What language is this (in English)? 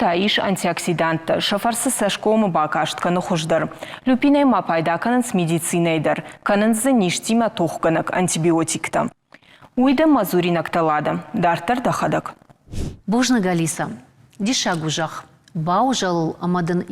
Ossetic